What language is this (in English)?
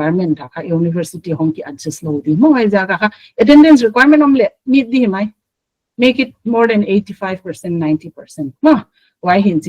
Paite Chin